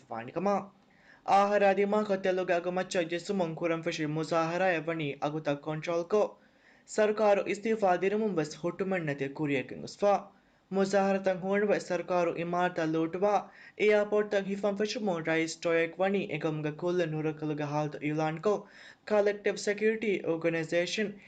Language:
Divehi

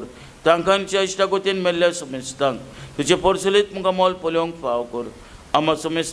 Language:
Konkani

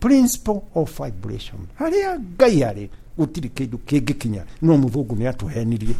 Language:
Kikuyu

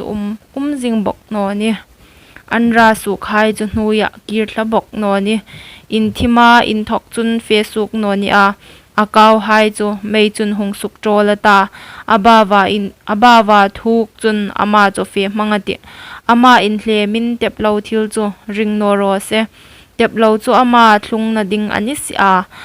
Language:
Hmar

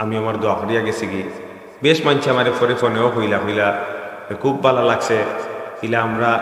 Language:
Sylheti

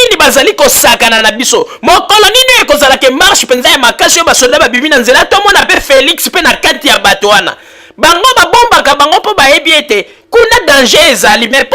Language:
Lingala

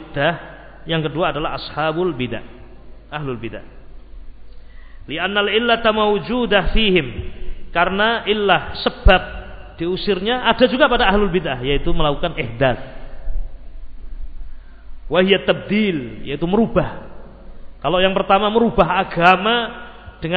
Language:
Indonesian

